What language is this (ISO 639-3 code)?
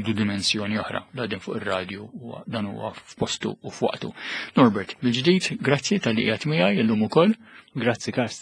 mlt